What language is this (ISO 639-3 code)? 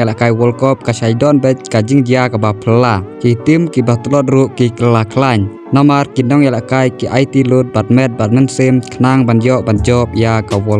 kha